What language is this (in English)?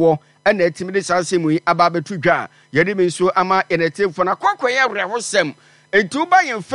Akan